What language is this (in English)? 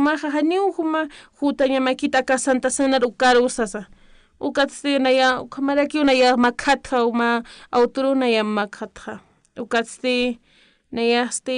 Aymara